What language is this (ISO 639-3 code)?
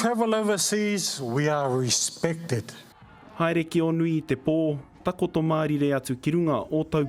mri